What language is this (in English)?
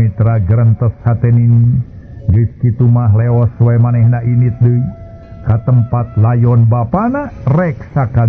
Sundanese